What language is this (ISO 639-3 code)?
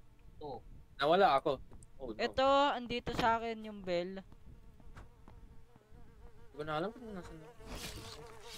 fil